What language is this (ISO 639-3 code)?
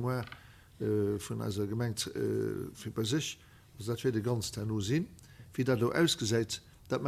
ltz